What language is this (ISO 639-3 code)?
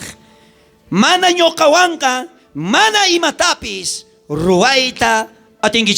quh